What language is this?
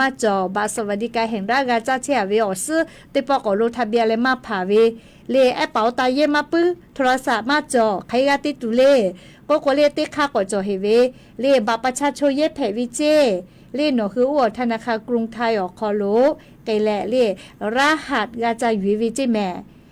Lahu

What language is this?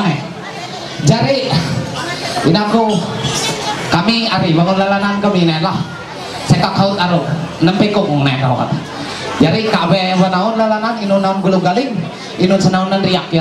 Ma'anyan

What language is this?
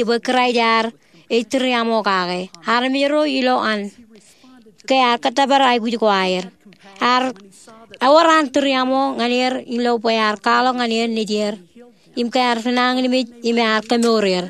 Marshallese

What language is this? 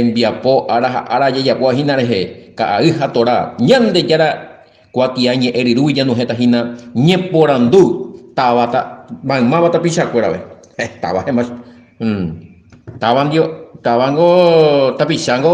Guarani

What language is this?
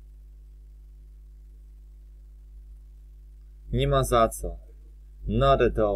Polish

